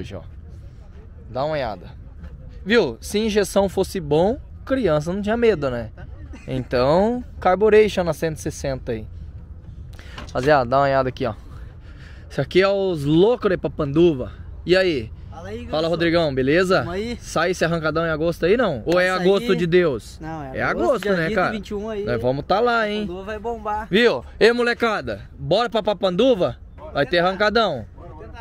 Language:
Portuguese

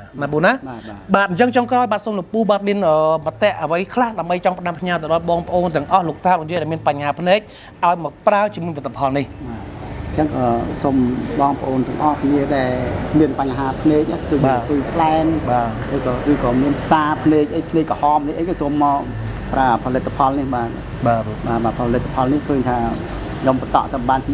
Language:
Khmer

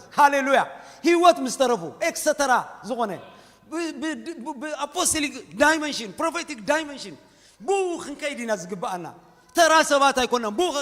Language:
Tigrinya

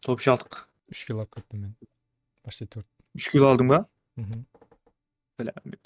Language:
Kara-Kalpak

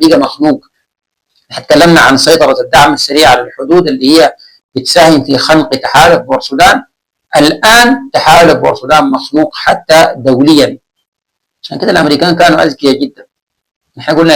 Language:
Sudanese Arabic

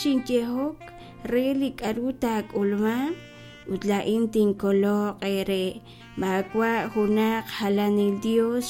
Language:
Kekchí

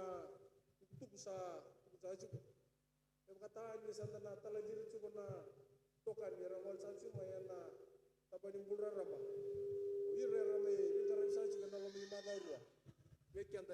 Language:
Fijian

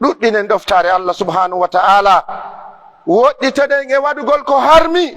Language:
Pular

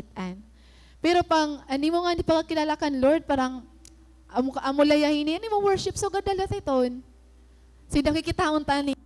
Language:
Waray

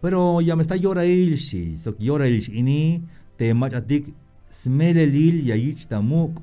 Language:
Tzeltal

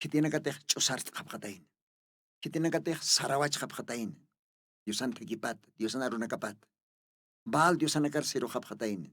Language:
Aymara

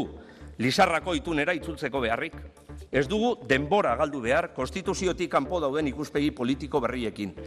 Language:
Basque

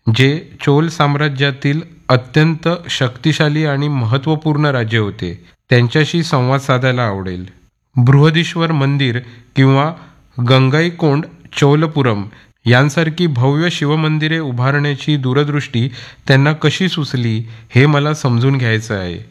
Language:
Marathi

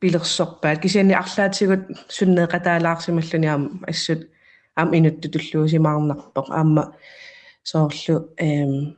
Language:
Kalaallisut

